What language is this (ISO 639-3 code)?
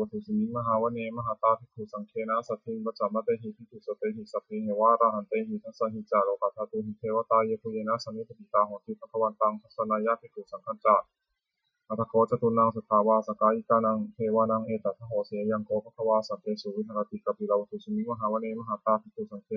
pli